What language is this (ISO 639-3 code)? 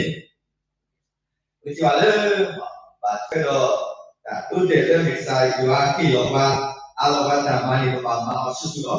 ksw